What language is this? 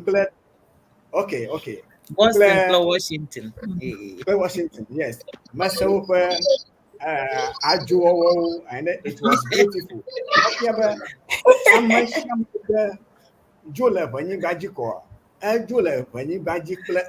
Ewe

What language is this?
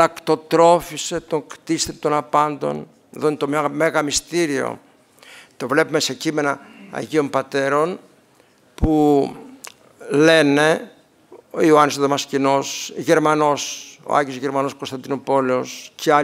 Greek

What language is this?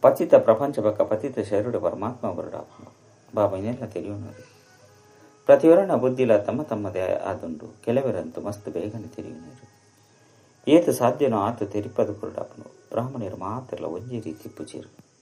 Tulu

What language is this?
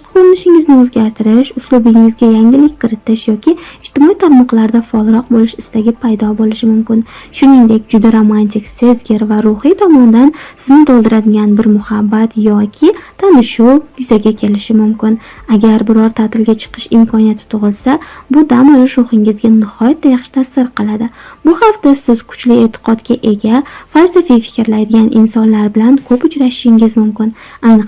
Uzbek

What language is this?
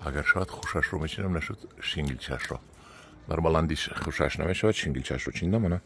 Tajik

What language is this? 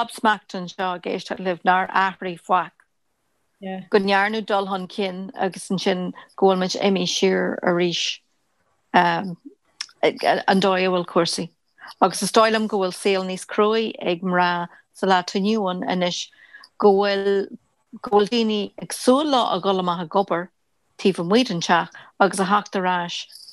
Irish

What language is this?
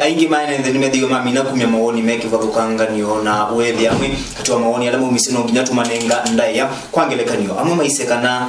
Kamba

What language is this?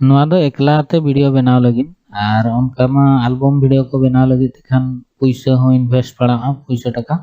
Santali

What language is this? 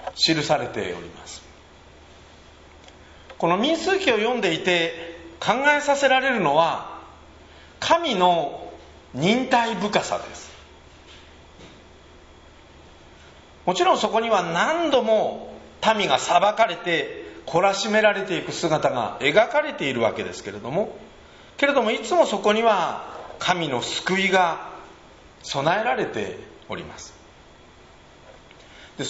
Japanese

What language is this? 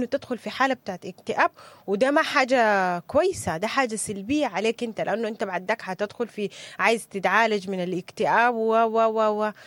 Sudanese Arabic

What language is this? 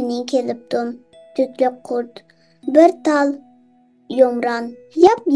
Uyghur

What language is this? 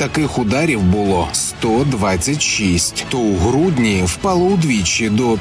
Ukrainian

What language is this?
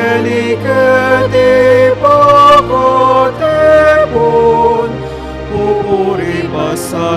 Pampanga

